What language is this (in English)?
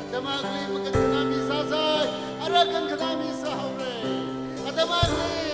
Tangkhul Naga (India)